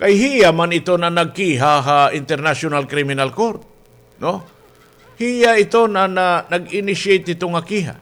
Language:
Waray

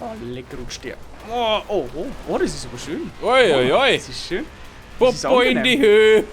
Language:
Bavarian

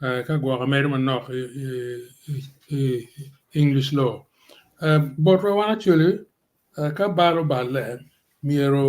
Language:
Acoli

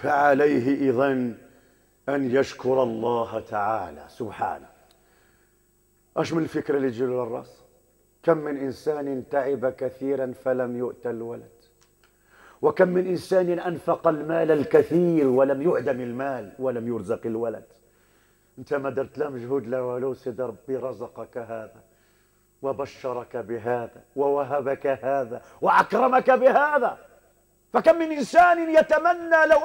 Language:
Moroccan Arabic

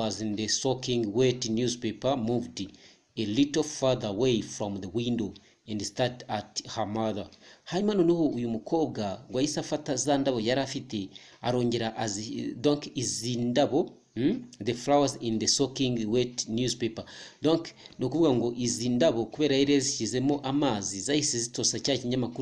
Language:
Kinyarwanda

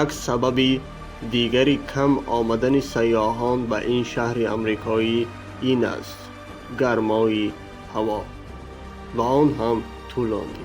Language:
Tajik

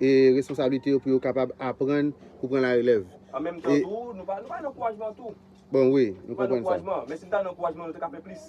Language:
Haitian Creole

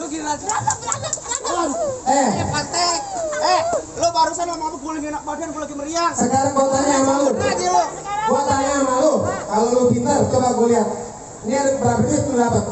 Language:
Betawi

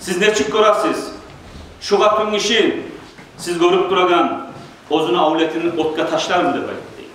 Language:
Kumyk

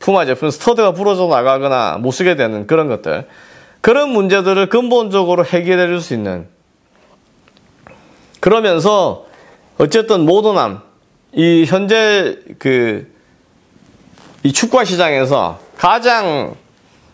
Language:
Korean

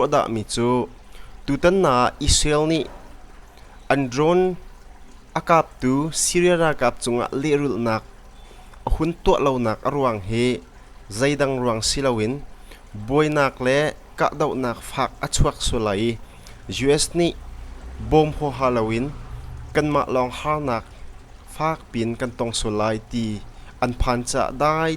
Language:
Hakha Chin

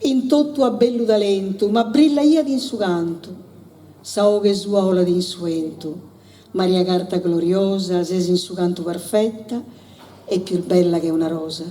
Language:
Sardinian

